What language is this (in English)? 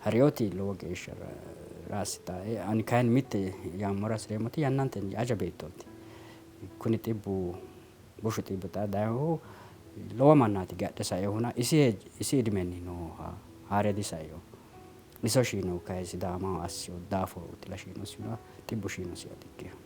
Sidamo